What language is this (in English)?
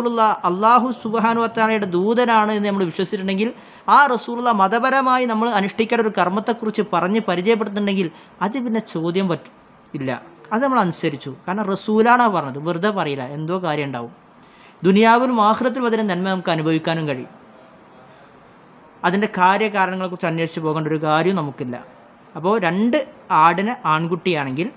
Malayalam